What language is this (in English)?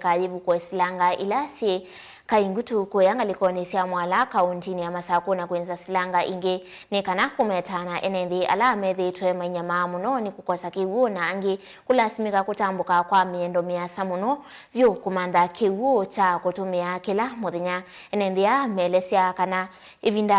Kamba